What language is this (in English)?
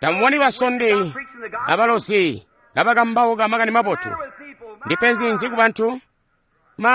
Tonga (Zambia)